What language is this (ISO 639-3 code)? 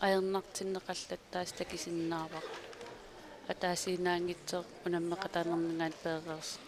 kal